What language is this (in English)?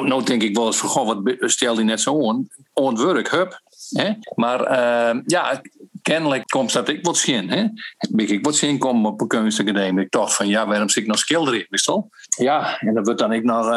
Western Frisian